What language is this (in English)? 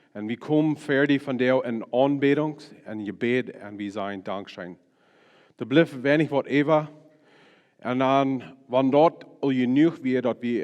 Plautdietsch